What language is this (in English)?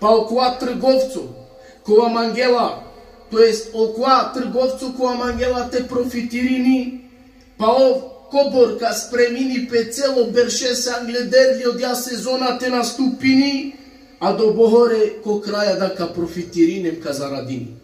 Balkan Romani